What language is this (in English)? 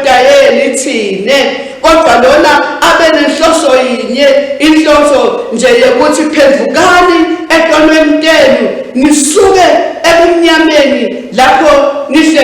Swati